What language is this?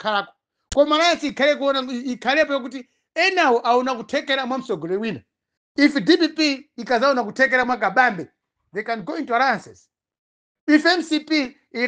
Nyanja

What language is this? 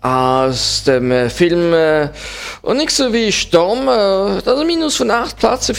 Luxembourgish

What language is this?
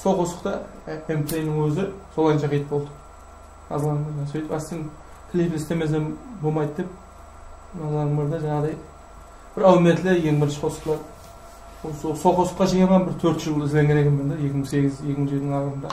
Kara-Kalpak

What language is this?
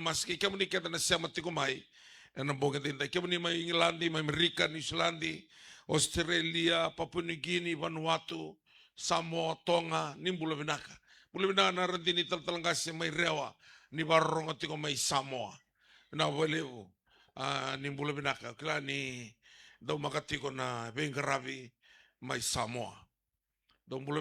Fijian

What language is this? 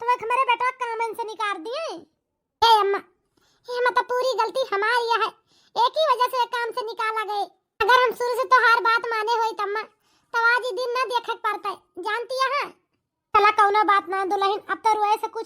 Awadhi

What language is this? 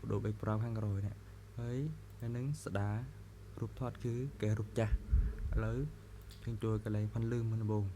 Khmer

